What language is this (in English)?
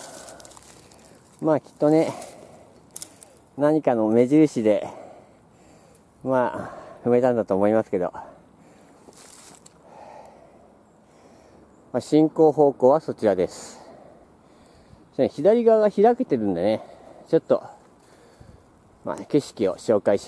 Japanese